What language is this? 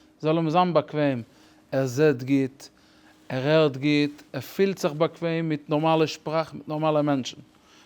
Yiddish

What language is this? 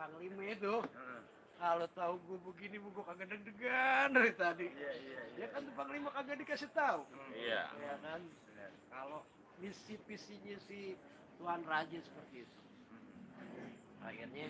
Betawi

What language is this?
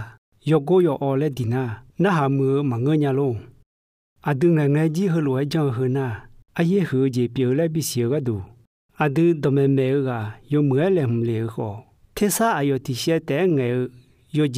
Akha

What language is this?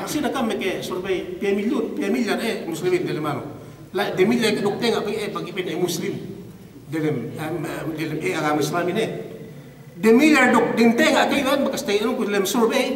Yakan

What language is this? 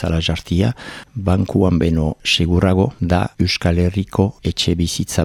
Basque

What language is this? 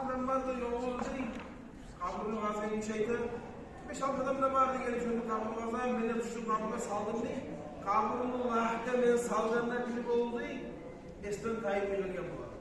Kumyk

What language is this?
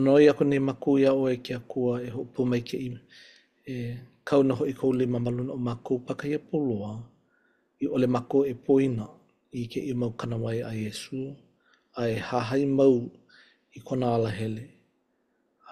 Hawaiian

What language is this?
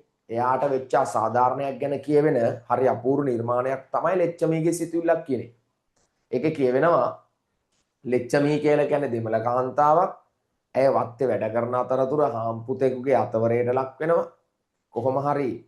Sinhala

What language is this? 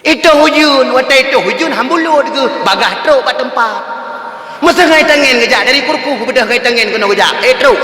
Achinese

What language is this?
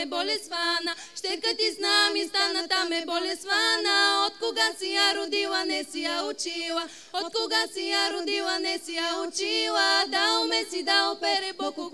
Bulgarian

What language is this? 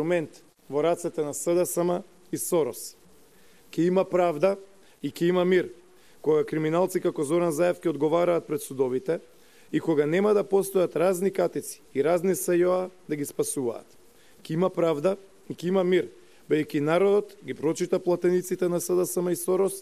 Macedonian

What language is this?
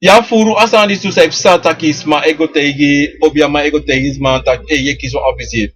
Sranan Tongo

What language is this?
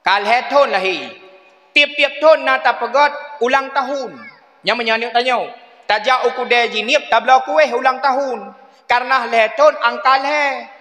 Achinese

